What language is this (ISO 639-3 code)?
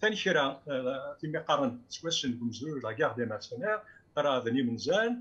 kab